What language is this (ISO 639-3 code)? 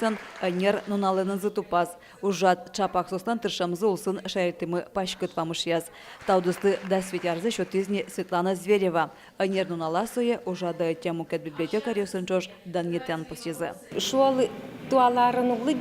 udm